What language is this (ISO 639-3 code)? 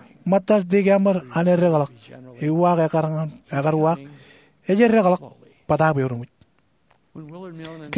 mah